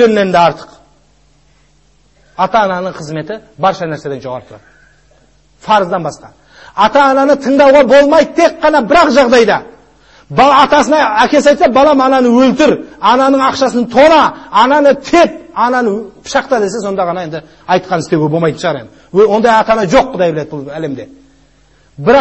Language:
Kazakh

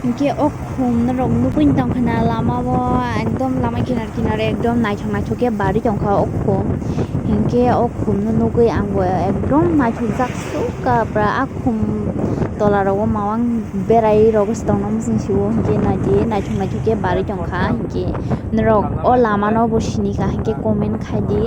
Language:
Kok Borok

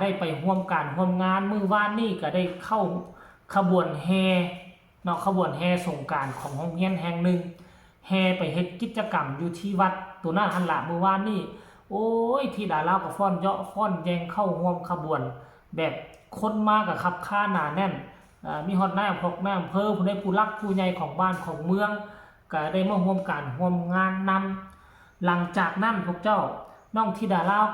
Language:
Lao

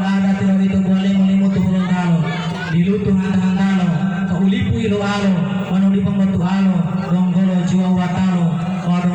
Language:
Gorontalo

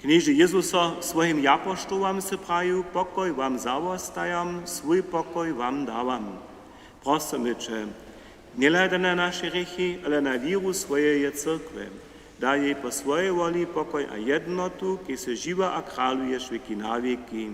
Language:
Upper Sorbian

